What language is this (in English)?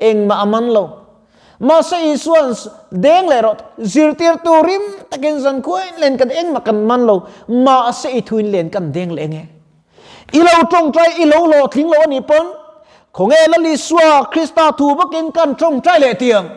Mizo